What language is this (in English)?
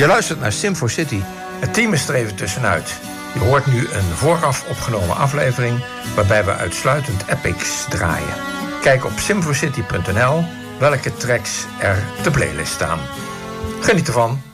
Dutch